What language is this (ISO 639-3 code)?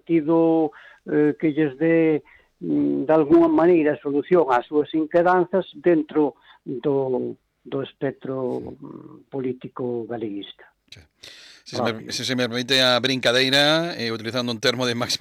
glg